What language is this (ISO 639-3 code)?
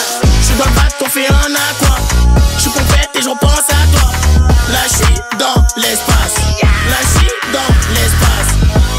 fra